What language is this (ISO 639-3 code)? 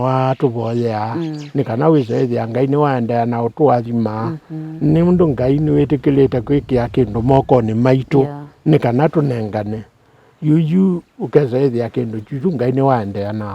kam